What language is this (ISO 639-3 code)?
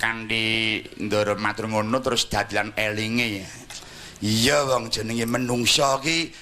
jav